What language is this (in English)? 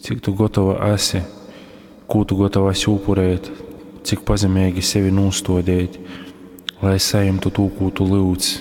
Latgalian